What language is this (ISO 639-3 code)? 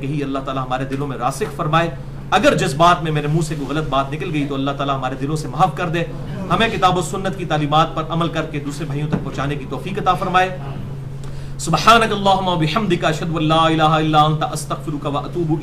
urd